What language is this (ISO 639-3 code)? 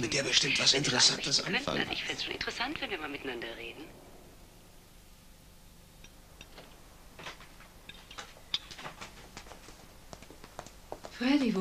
deu